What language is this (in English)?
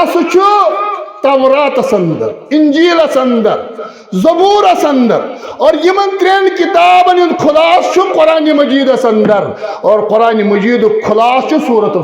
Kashmiri